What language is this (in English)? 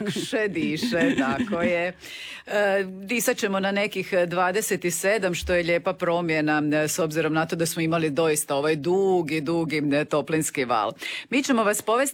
Croatian